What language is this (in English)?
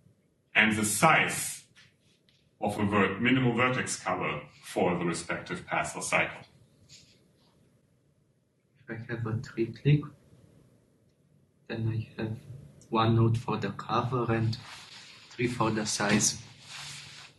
English